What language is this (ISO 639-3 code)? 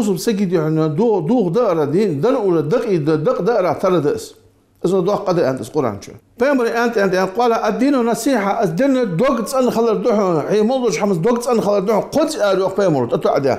inh